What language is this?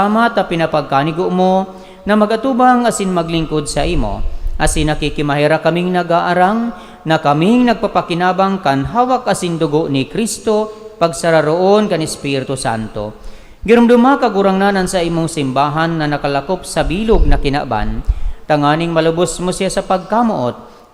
Bikol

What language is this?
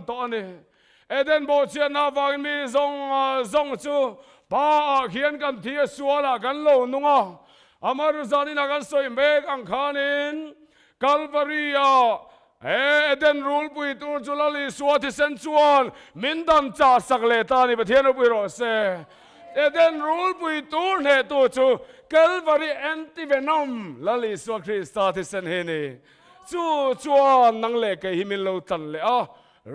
Mizo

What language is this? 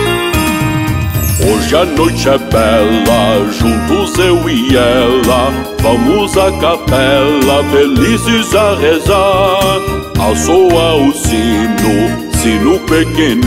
Portuguese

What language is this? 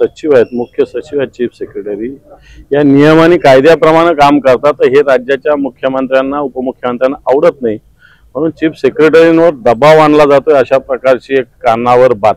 Marathi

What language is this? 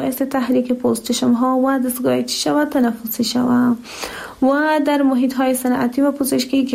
Persian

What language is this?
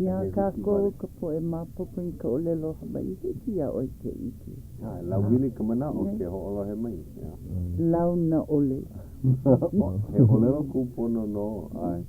Hawaiian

